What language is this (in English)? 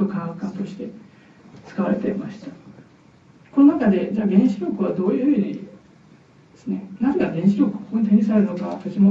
Japanese